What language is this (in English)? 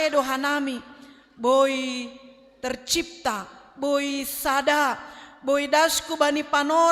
Batak Simalungun